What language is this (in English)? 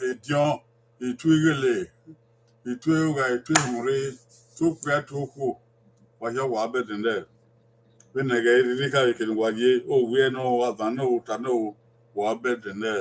Bini